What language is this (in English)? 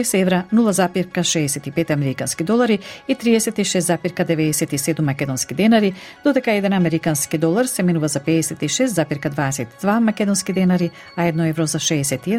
Macedonian